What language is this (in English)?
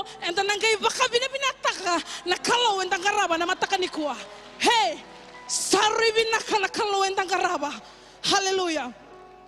Fijian